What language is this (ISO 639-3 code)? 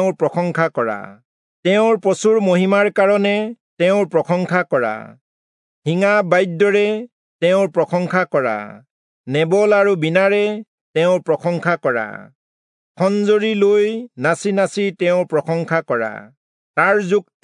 asm